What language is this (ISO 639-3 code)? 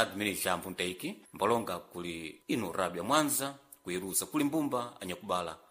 seh